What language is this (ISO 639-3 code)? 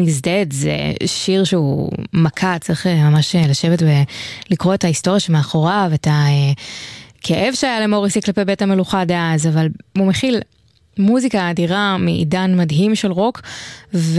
heb